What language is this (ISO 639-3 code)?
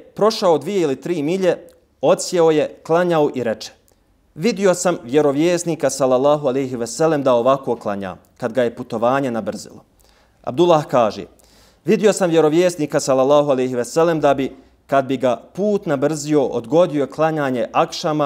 bos